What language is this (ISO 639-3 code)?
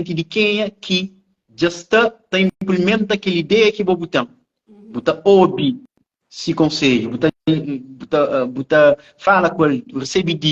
kea